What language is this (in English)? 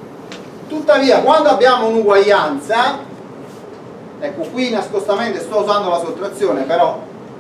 Italian